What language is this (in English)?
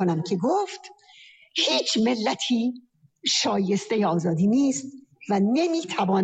Persian